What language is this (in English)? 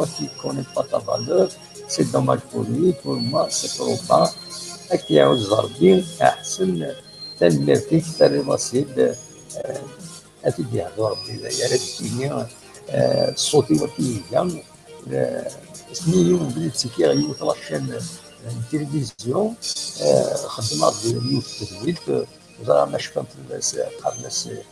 Kabyle